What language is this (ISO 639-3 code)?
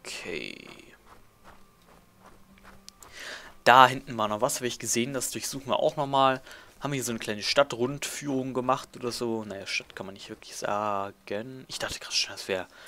deu